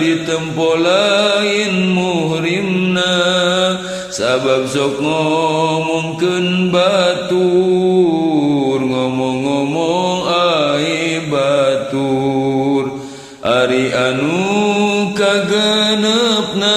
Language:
Sundanese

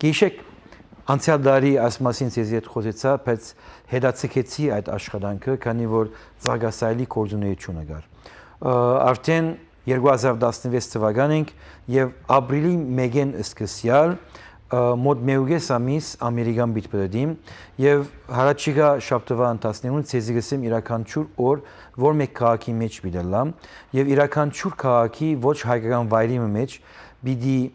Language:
Western Armenian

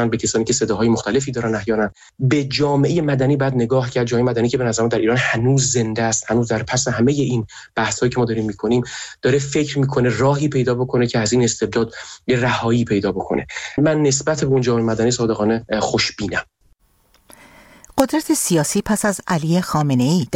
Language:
Persian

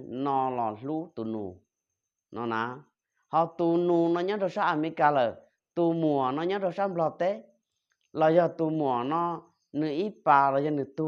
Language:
Hmong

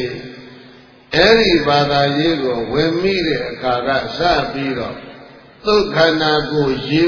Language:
Burmese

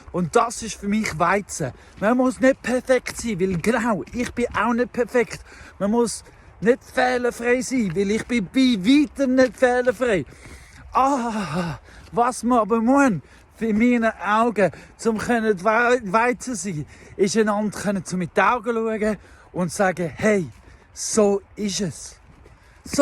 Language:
Swiss German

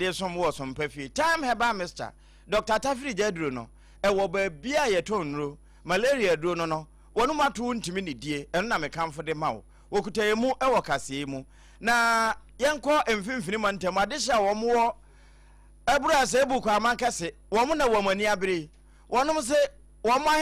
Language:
Akan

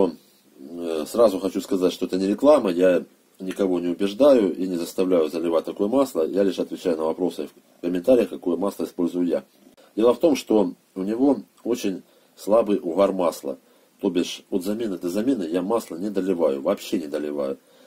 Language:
Russian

